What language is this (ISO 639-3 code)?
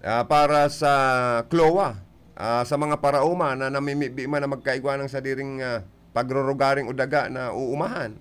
bik